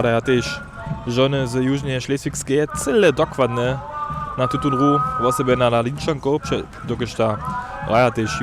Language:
Upper Sorbian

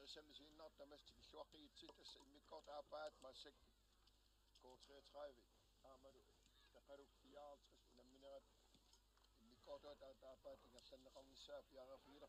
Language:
Kalaallisut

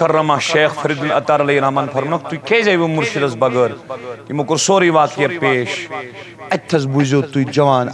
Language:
Kashmiri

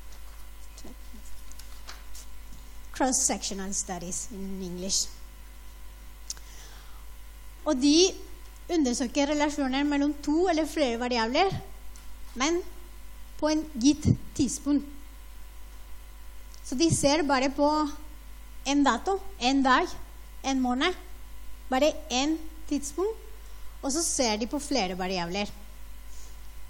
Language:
Norwegian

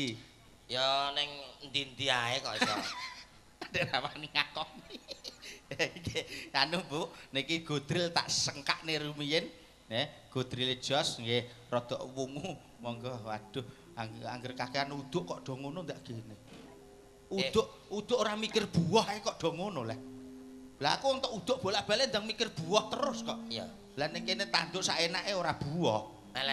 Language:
Javanese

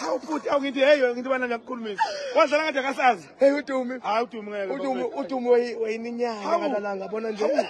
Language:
Zulu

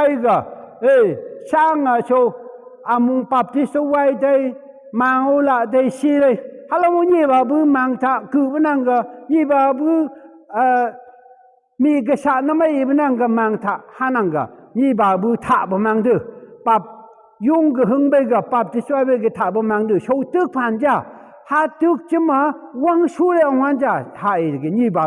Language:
Phom Naga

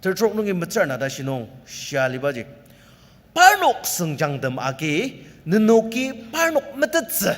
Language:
Ao Naga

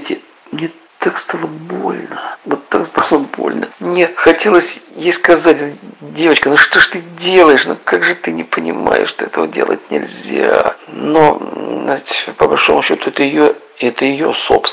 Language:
Russian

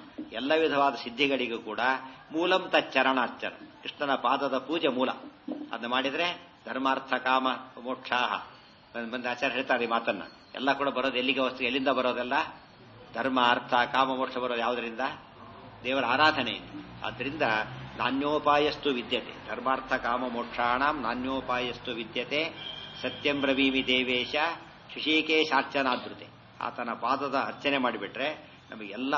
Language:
Kannada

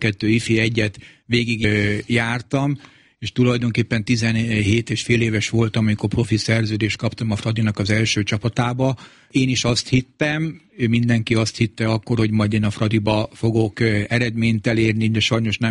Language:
Hungarian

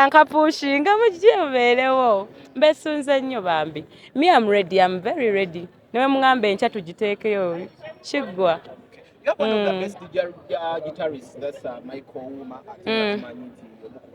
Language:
Ganda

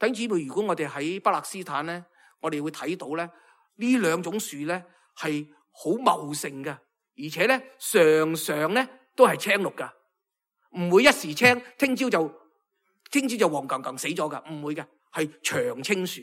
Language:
Cantonese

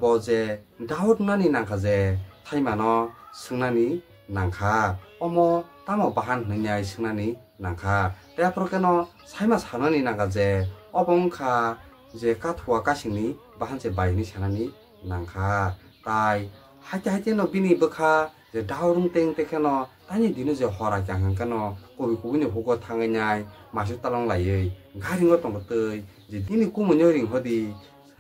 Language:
Kok Borok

